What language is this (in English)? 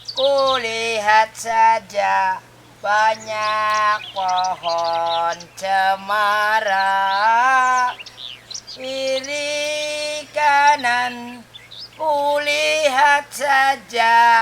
Betawi